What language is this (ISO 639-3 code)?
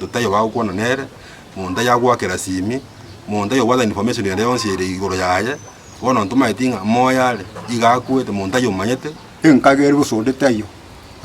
guz